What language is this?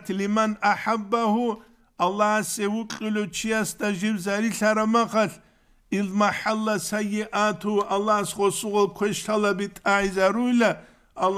Avaric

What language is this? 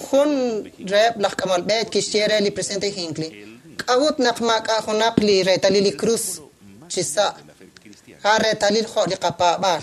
Kekchí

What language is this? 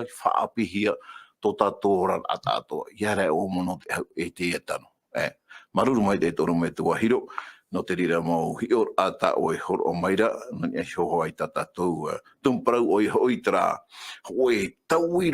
Tahitian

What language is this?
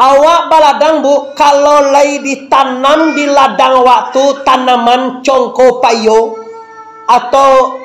Minangkabau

